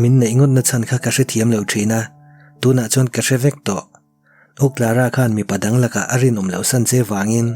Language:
Mizo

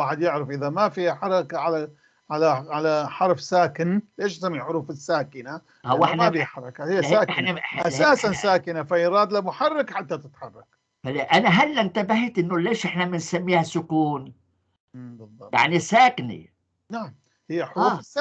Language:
North Levantine Arabic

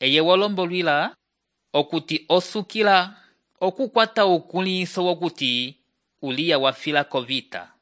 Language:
Umbundu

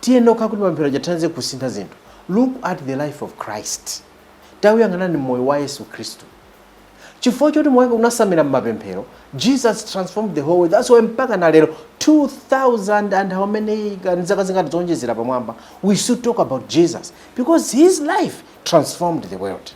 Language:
Nyanja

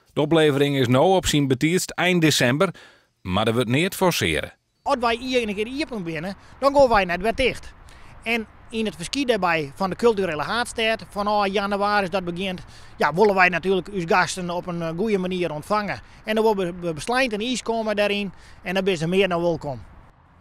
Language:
Western Frisian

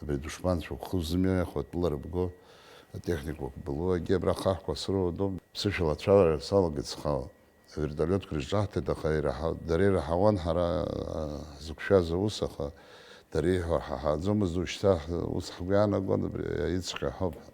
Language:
Abkhazian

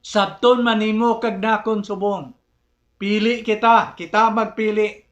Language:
Hiligaynon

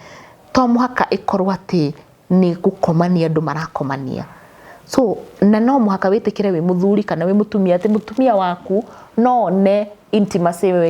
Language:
Kikuyu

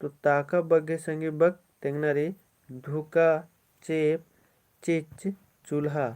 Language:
Kurukh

